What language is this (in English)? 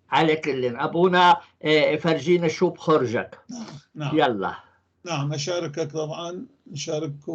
North Levantine Arabic